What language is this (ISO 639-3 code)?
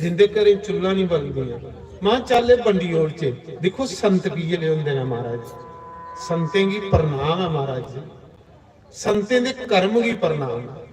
doi